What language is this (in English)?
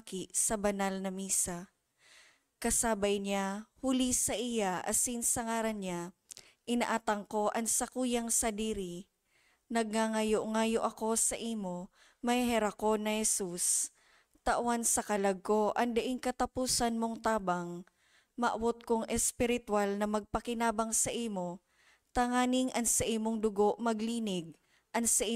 Bikol